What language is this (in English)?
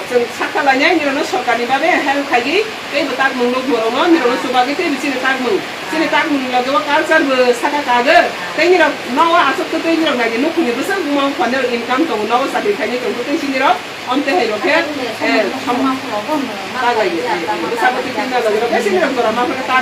Kok Borok